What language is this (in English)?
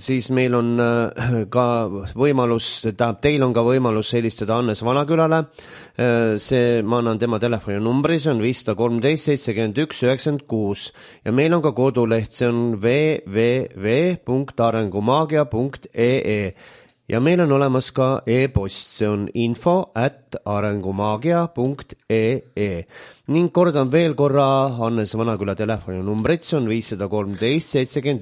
Estonian